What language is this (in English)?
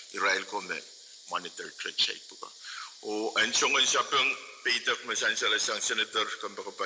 Pohnpeian